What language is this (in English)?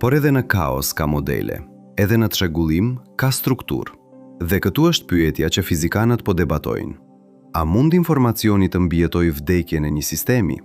Albanian